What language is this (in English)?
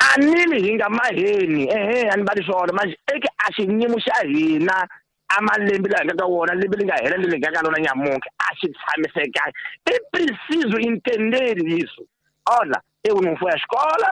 Tsonga